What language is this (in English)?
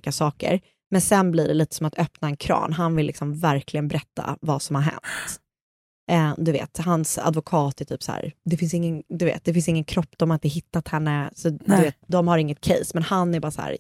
Swedish